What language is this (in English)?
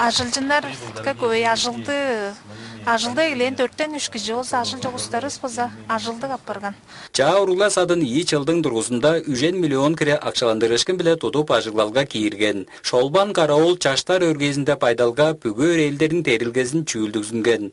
Tuvinian